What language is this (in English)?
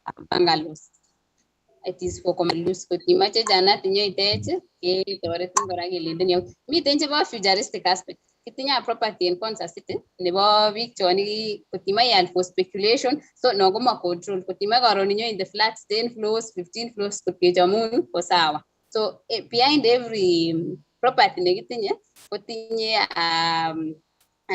Kalenjin